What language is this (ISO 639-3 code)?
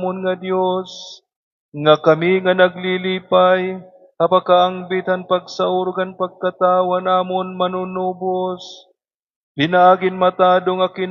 war